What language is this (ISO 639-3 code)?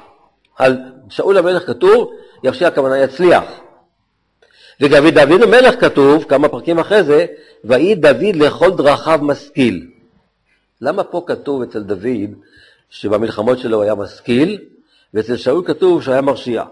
heb